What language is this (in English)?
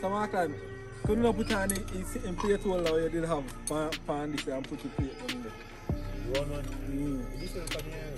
Jamaican Creole English